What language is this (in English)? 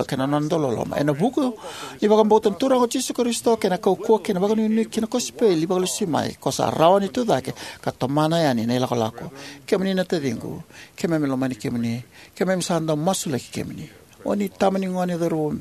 Fijian